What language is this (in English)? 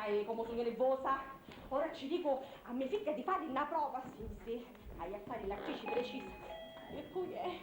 Sicilian